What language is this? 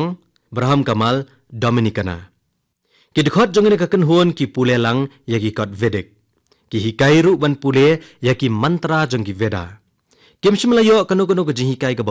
Khasi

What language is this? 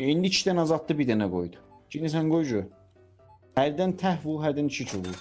South Azerbaijani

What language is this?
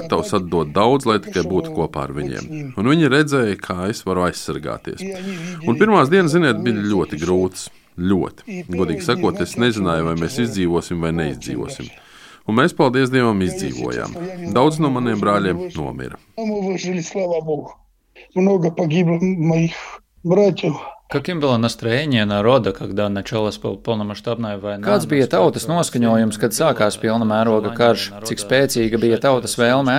Latvian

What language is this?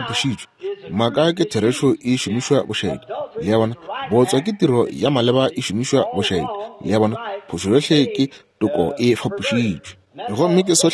Northern Sotho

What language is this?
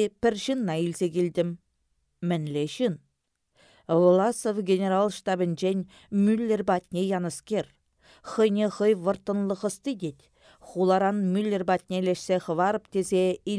Chuvash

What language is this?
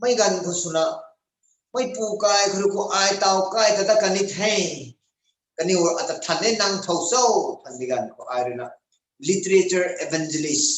Rongmei Naga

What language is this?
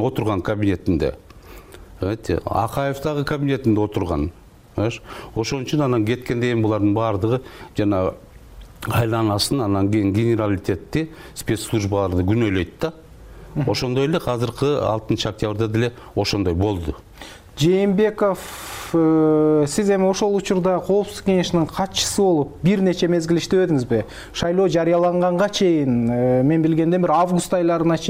Kyrgyz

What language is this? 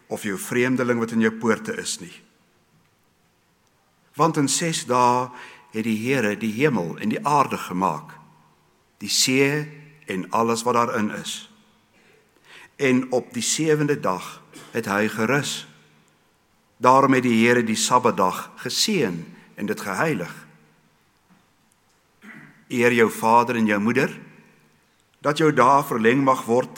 Afrikaans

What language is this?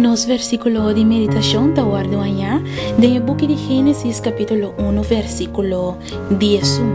Papiamento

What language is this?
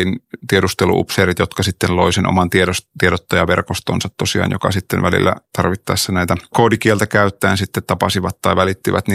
Finnish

